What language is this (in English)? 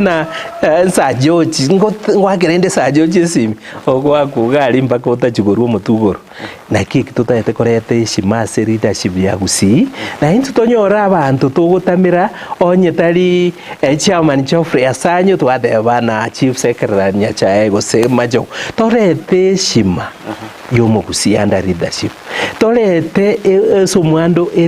Gusii